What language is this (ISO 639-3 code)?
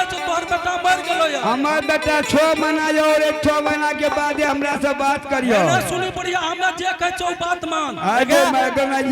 anp